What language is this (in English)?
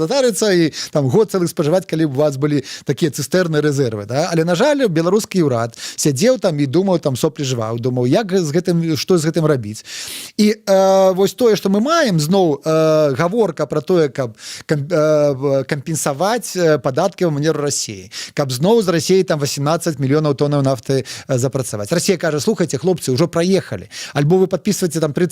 Belarusian